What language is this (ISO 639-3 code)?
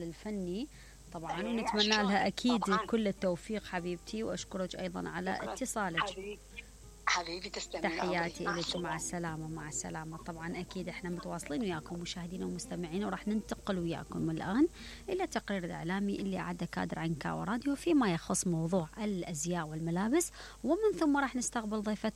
acm